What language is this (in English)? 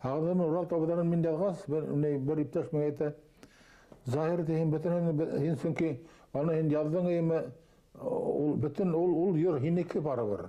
Bashkir